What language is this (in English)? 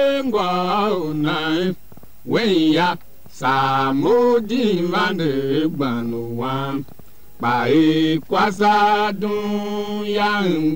Tiv